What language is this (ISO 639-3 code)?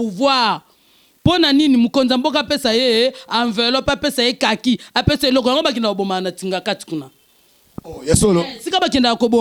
lin